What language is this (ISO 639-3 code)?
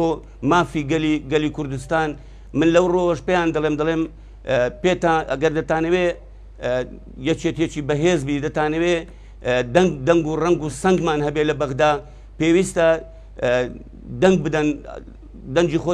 ckb